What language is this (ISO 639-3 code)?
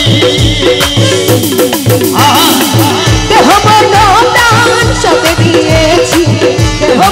ben